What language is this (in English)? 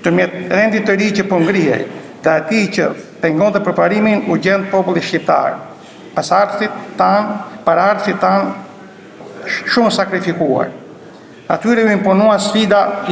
Albanian